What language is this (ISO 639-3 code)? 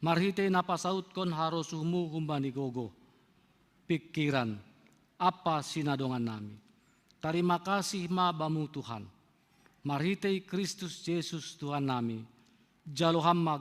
bts